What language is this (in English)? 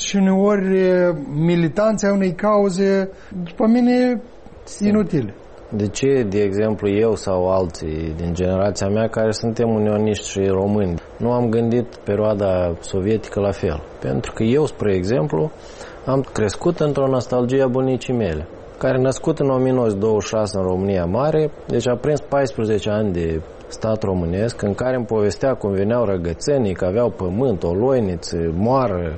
Romanian